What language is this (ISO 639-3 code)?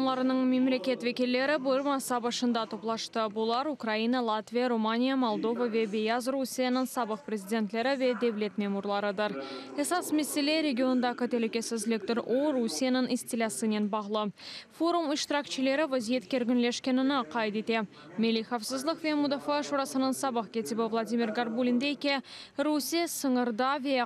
crh